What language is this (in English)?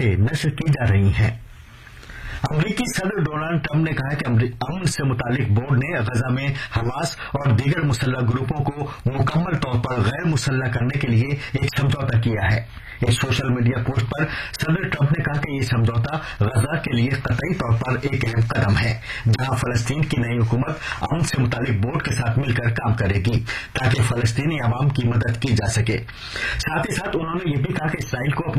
Urdu